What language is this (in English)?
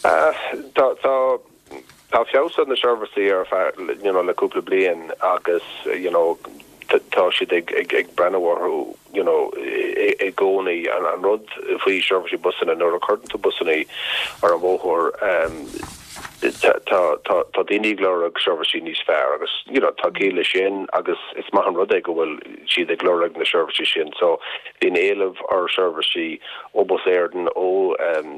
Irish